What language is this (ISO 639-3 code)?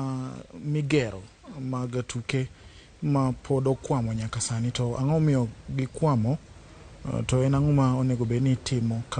luo